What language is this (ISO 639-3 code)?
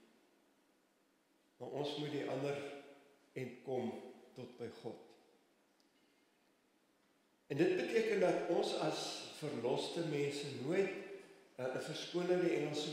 afr